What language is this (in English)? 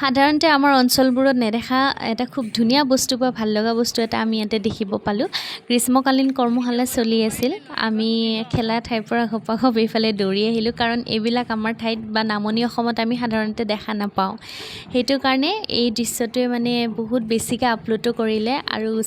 Assamese